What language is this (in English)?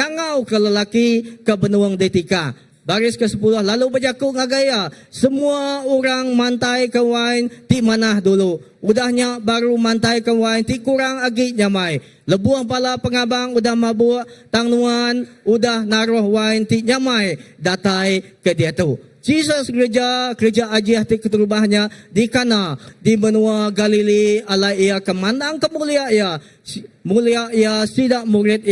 Iban